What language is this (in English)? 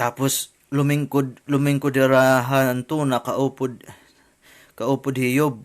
Waray